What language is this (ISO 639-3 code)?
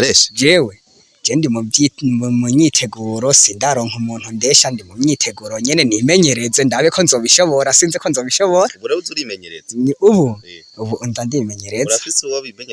run